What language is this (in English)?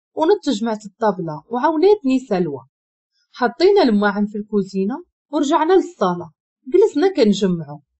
Moroccan Arabic